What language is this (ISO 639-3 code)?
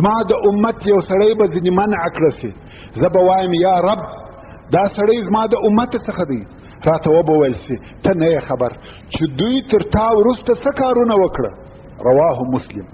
pus